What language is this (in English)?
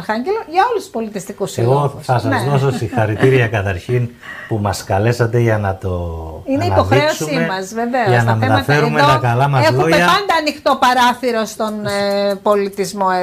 Greek